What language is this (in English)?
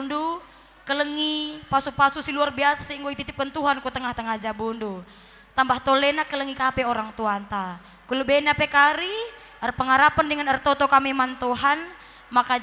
Batak Karo